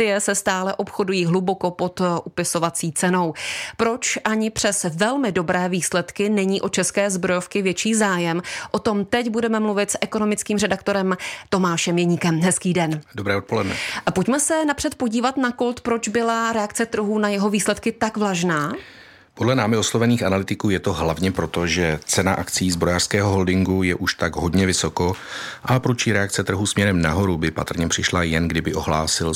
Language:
Czech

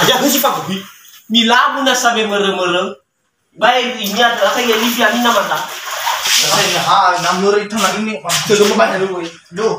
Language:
Nias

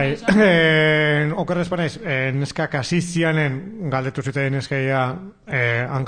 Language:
Basque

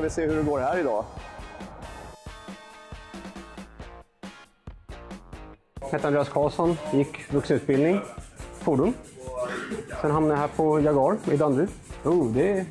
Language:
Swedish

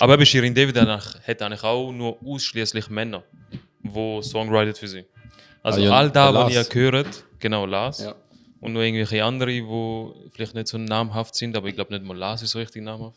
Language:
Swiss German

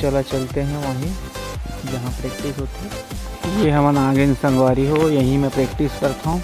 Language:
Chhattisgarhi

